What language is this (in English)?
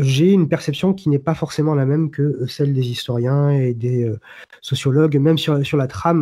French